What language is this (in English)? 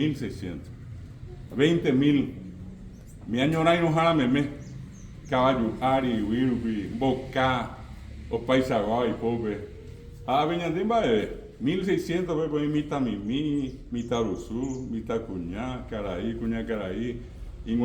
Guarani